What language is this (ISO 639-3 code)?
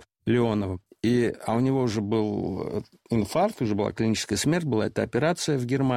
rus